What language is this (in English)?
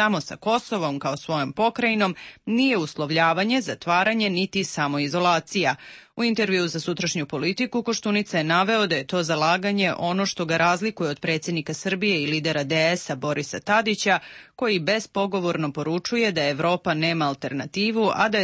Serbian